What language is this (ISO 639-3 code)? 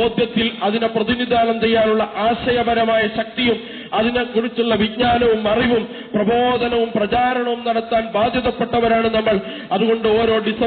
mal